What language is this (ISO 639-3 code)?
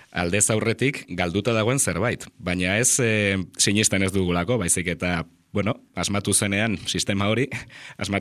eus